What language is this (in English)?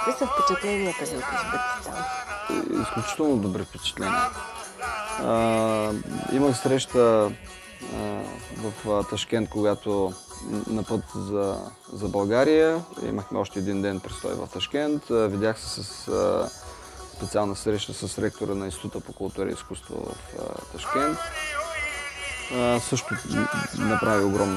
Bulgarian